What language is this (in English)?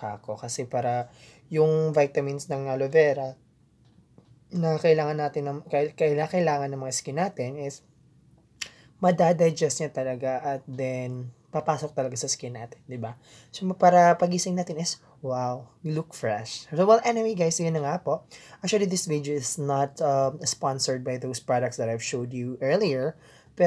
Filipino